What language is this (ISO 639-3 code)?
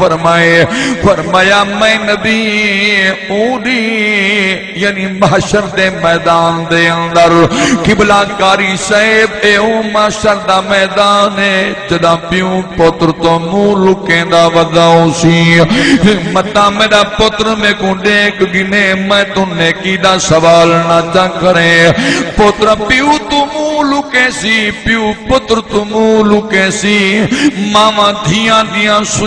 skr